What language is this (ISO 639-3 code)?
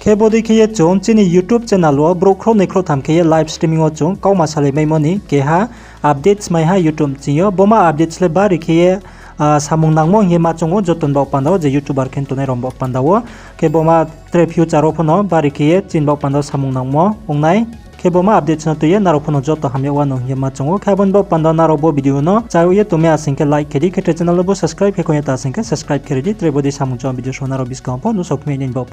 ria